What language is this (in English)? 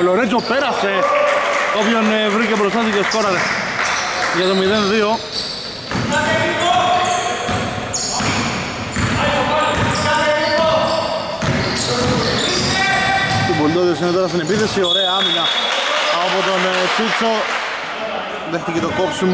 Greek